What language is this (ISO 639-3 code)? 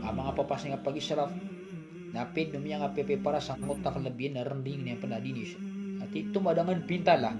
mrw